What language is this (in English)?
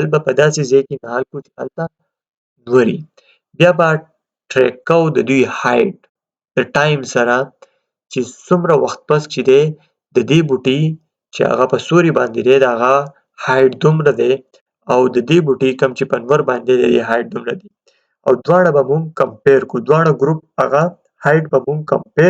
Pashto